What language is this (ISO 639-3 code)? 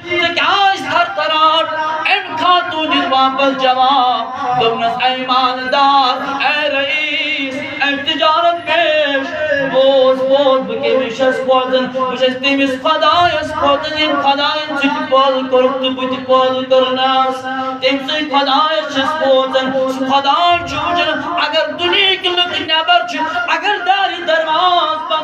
kas